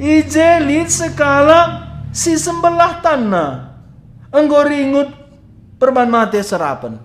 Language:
Batak Karo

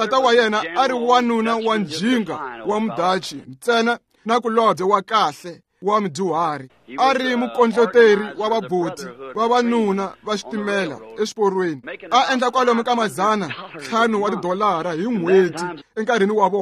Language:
Tsonga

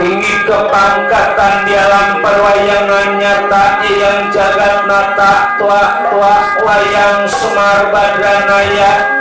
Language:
Betawi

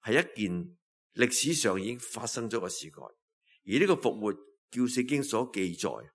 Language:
Cantonese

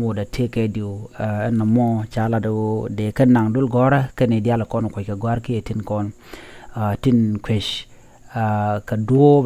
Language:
Nuer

